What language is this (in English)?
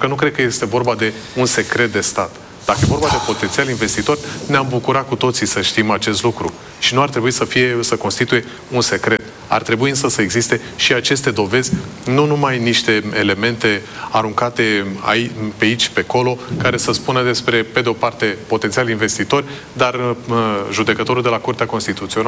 Romanian